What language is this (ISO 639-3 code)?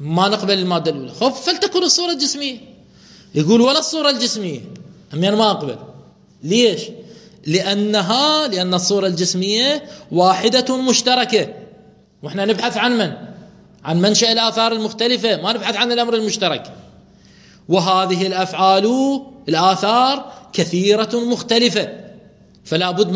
acm